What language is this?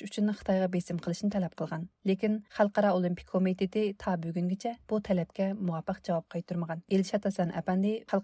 Uyghur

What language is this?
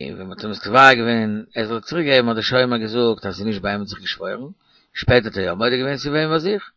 Yiddish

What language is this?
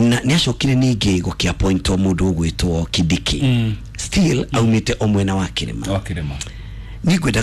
Kikuyu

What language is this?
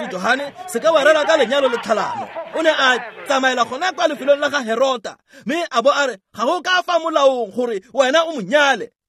Tswana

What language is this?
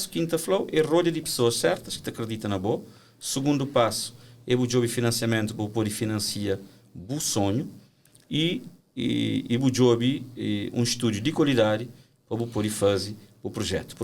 Kabuverdianu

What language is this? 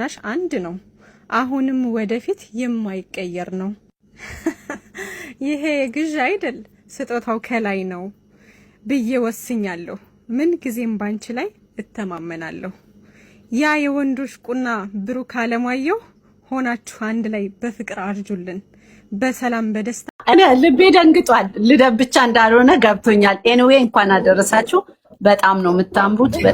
Amharic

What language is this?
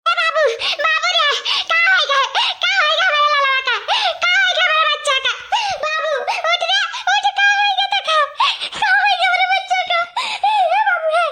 Awadhi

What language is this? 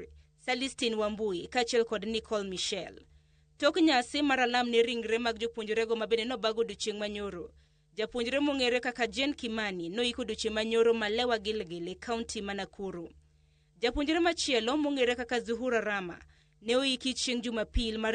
Luo (Kenya and Tanzania)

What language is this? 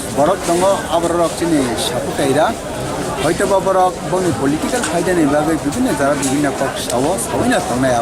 Kok Borok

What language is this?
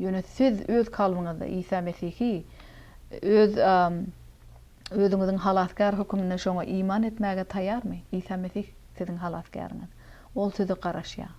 Turkmen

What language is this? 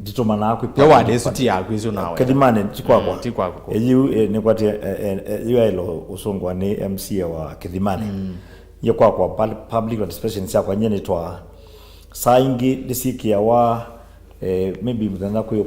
Kamba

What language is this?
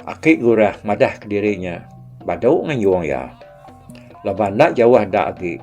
Iban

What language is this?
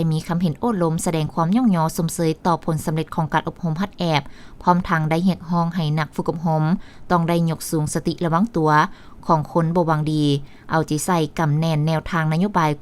Lao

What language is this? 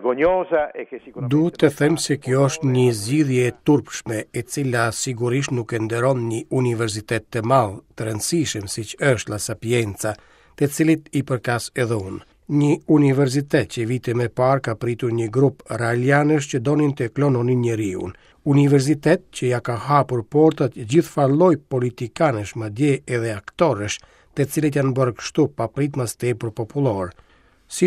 Albanian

